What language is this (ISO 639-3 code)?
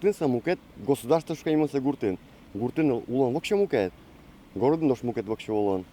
udm